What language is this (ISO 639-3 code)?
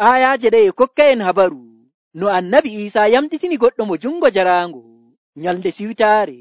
fuv